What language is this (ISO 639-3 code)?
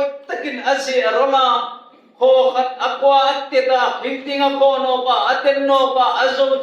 hmr